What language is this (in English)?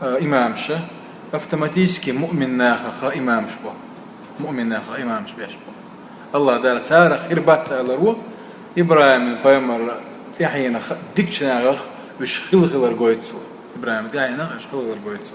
Chechen